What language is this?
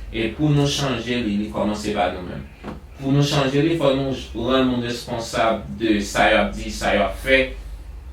Haitian Creole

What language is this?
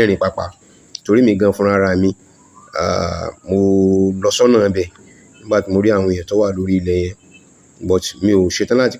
Yoruba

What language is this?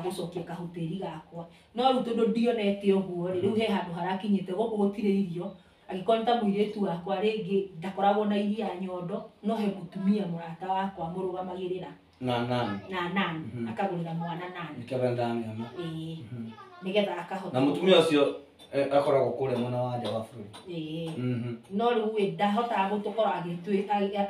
Kikuyu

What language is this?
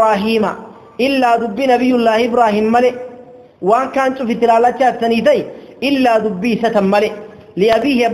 Arabic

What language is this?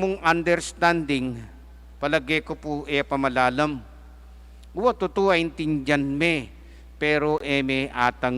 Pampanga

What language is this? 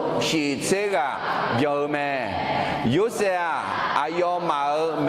Akha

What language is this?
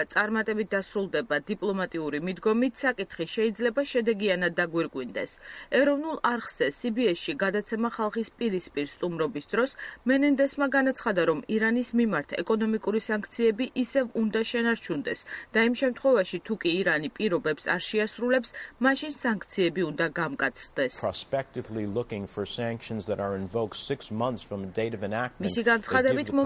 Georgian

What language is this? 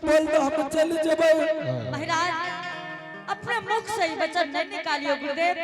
Angika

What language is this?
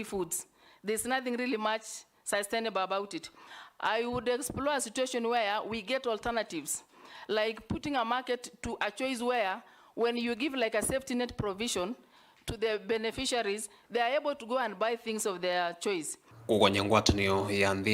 Kamba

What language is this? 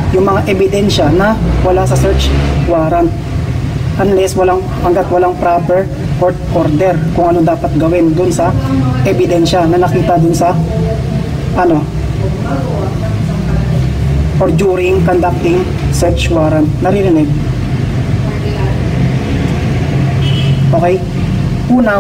Filipino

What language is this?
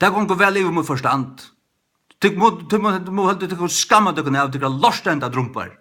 Faroese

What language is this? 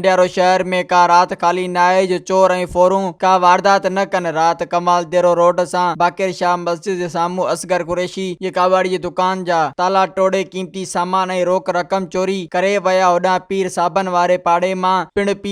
Sindhi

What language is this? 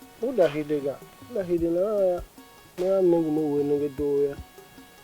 Tiv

